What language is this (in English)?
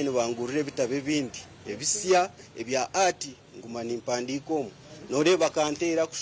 Nyankole